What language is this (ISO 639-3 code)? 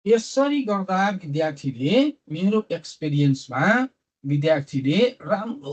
nep